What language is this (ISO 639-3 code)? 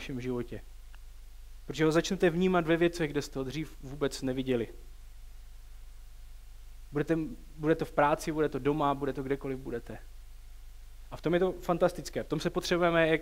ces